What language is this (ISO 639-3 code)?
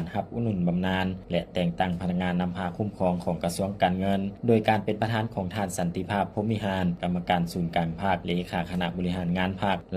lao